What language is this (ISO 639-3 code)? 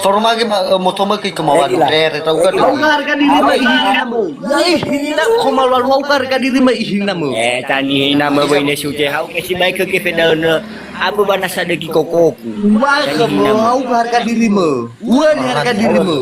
nia